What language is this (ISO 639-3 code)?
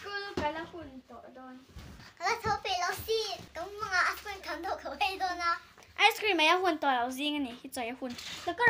lus